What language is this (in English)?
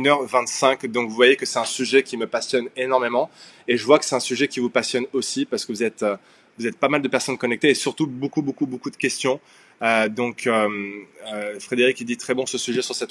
French